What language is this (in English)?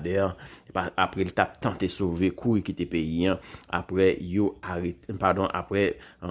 Haitian Creole